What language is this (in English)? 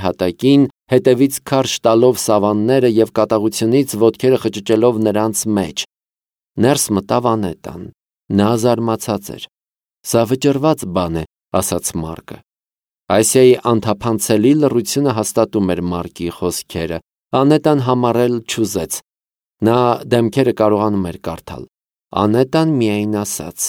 Armenian